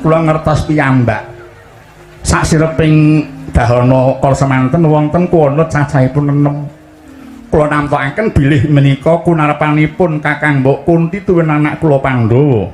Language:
Javanese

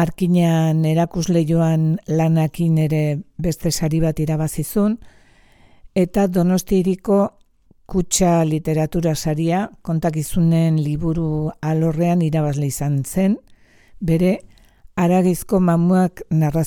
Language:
Basque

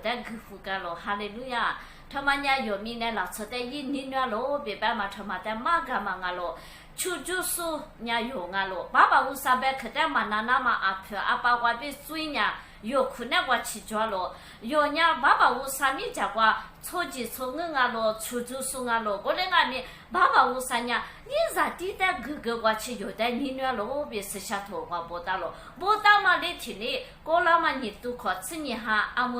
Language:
Lisu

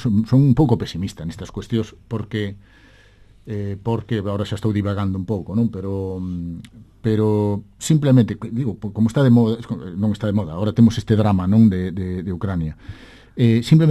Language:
Galician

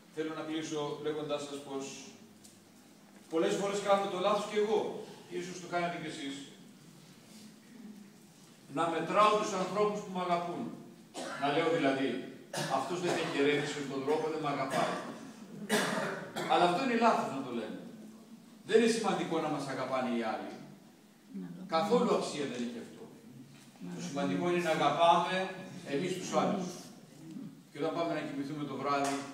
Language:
Greek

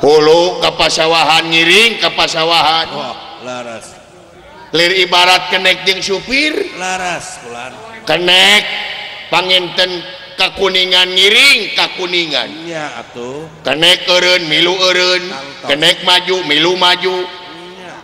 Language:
Sundanese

